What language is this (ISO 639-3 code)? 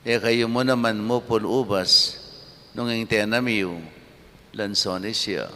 pam